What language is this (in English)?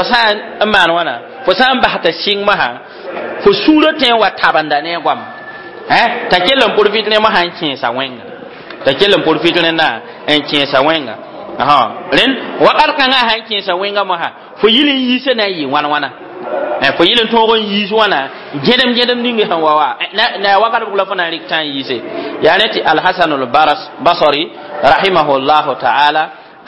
Mossi